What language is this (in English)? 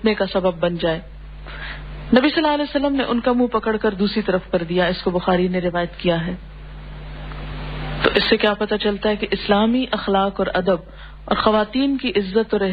Urdu